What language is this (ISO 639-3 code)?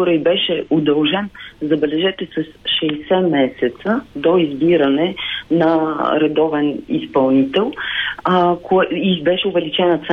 bul